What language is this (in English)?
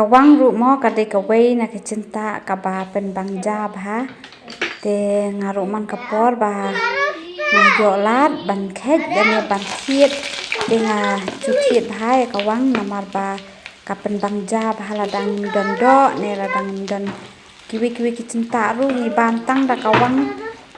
Khasi